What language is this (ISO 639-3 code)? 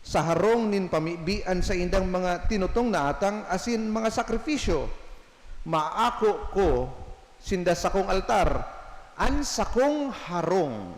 bik